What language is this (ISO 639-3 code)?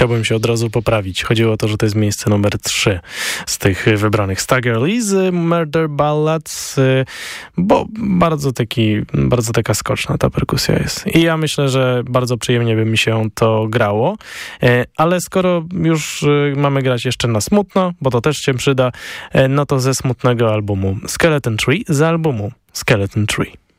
pol